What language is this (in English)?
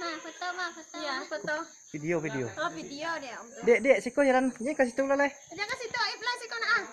Minangkabau